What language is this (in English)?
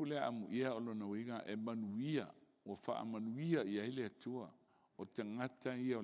Samoan